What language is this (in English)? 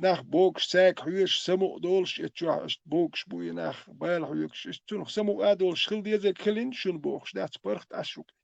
Chechen